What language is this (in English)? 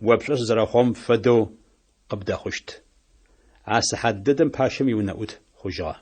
Adyghe